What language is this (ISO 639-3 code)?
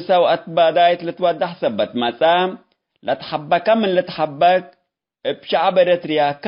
tig